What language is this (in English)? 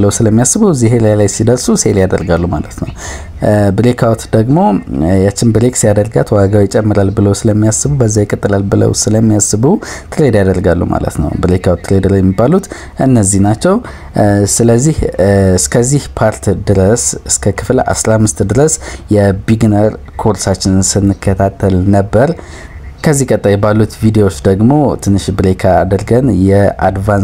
Amharic